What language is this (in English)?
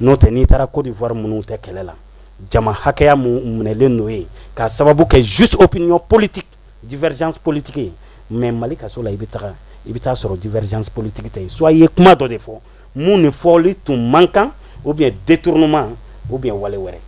Bambara